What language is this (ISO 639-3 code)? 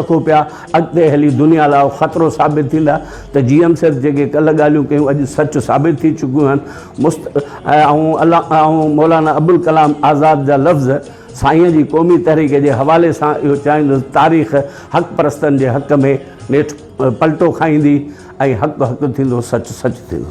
snd